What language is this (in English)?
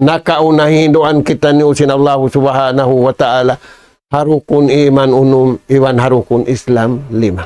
Tausug